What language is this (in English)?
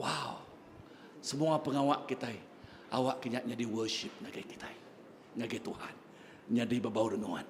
Iban